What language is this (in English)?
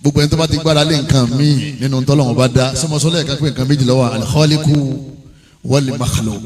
Yoruba